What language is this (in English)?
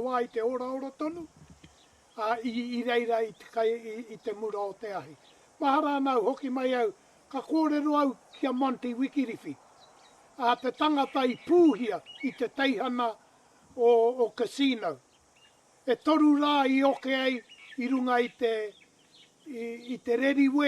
Māori